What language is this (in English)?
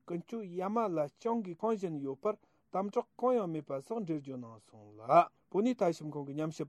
Tibetan